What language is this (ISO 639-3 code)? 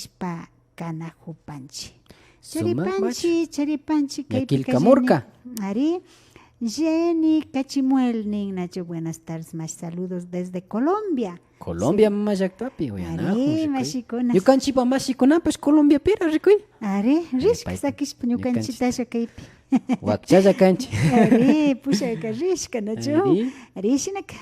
qvi